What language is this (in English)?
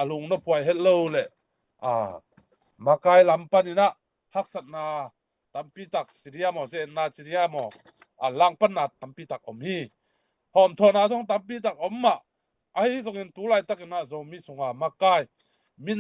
Tedim Chin